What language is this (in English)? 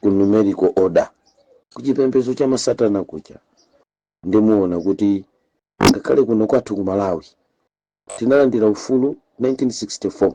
Nyanja